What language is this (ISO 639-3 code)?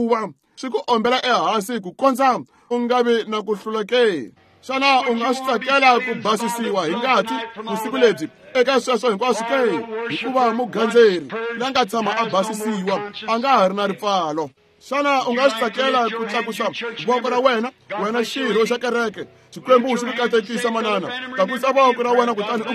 tso